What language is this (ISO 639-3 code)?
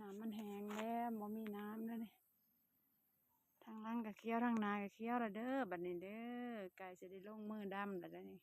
lao